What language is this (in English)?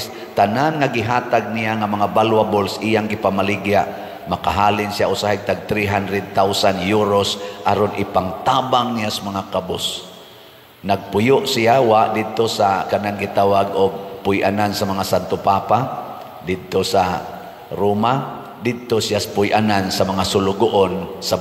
Cebuano